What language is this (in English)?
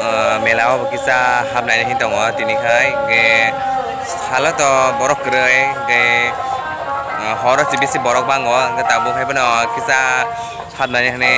Kok Borok